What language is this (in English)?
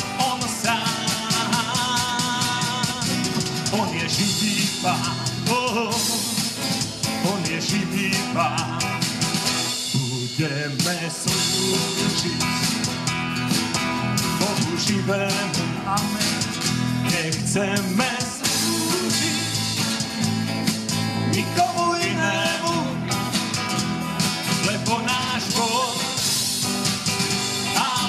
Slovak